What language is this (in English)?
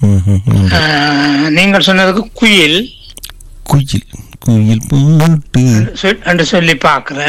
Tamil